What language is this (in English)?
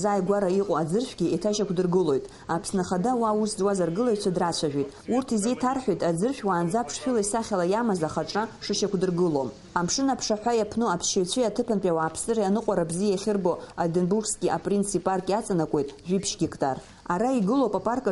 Abkhazian